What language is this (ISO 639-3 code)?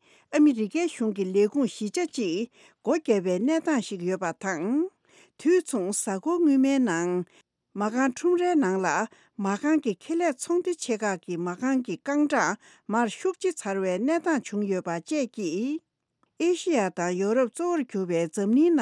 bod